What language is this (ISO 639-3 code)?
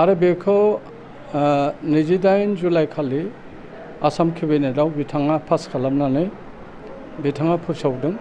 brx